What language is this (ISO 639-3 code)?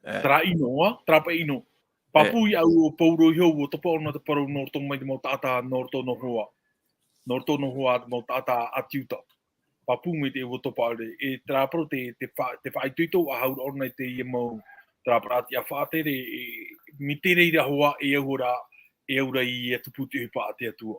tah